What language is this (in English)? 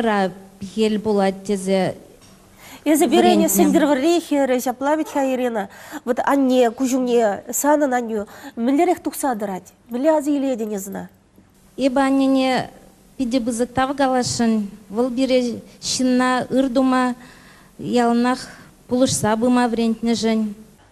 Chuvash